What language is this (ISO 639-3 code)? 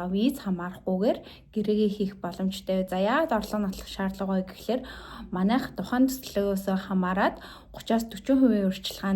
mon